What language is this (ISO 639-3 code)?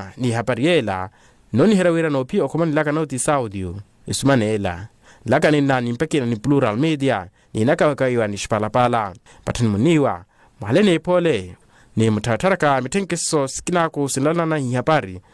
vmw